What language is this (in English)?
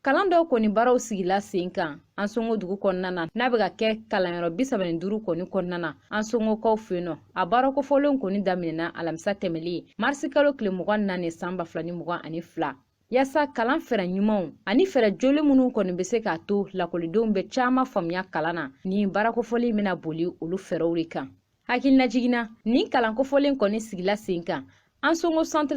Bambara